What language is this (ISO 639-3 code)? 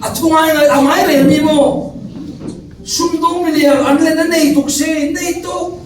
cfm